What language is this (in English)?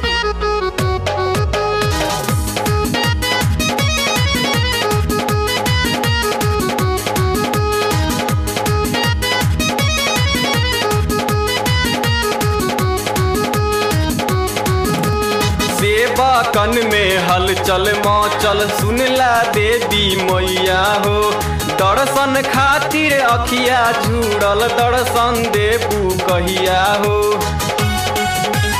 Bhojpuri